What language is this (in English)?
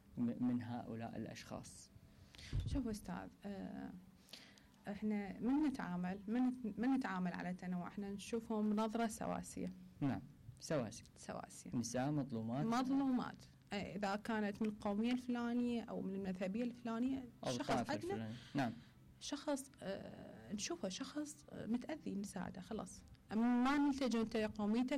Mesopotamian Arabic